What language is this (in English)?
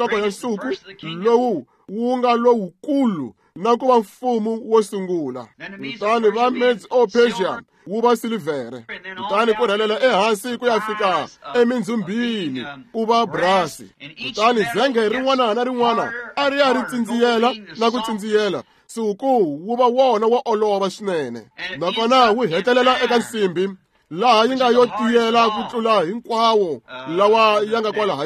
Tsonga